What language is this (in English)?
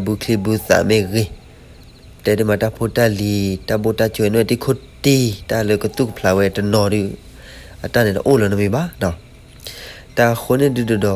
S'gaw Karen